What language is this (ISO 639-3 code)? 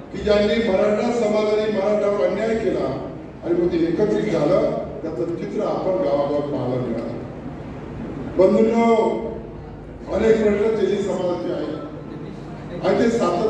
mar